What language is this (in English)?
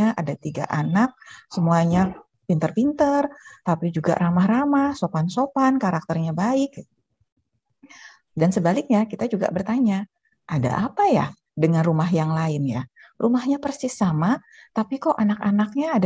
Indonesian